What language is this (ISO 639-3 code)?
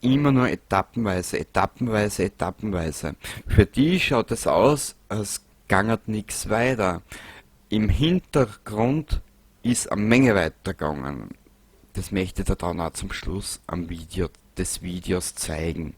bar